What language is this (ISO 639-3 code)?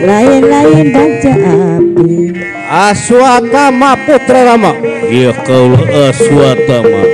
bew